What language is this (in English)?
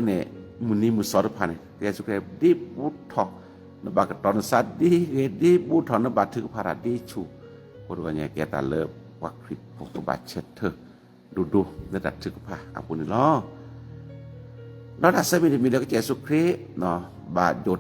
S'gaw Karen